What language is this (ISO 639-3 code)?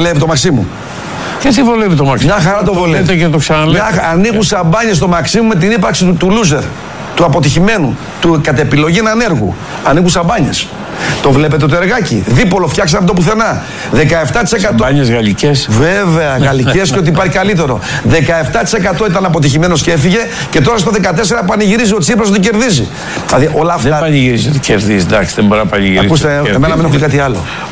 ell